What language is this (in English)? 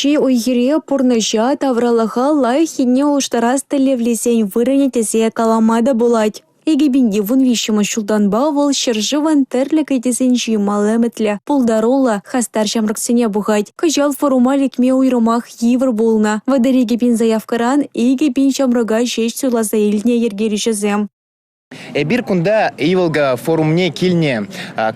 Chuvash